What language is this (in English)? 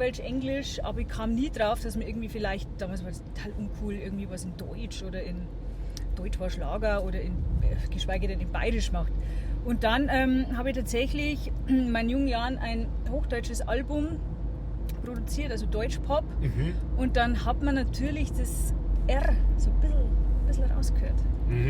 Bavarian